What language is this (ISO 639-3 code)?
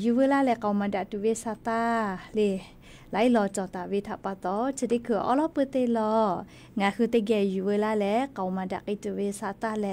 lhu